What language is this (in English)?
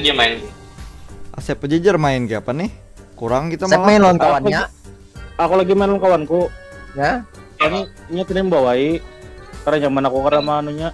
Banjar